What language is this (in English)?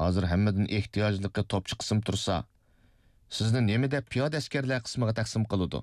Uyghur